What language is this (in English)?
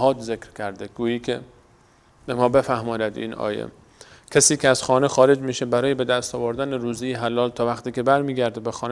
Persian